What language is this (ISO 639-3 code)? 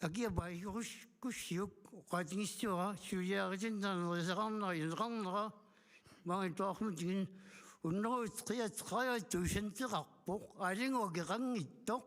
kal